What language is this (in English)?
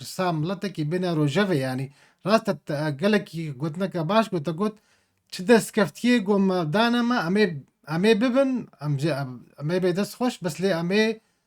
Kurdish